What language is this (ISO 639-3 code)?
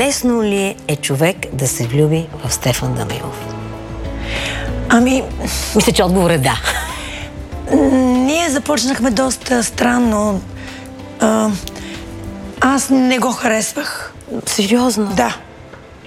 bul